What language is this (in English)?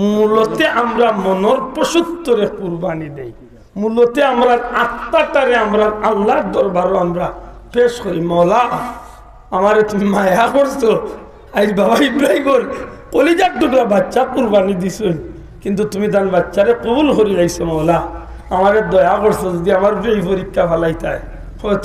Sylheti